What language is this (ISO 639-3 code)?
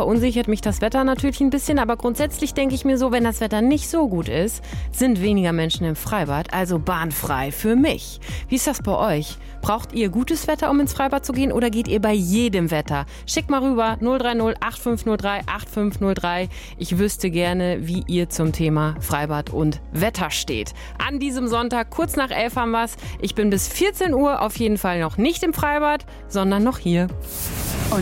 deu